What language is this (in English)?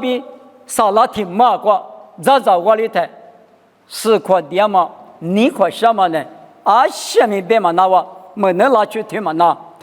Lisu